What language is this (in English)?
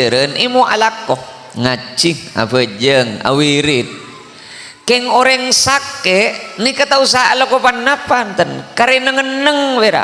Madurese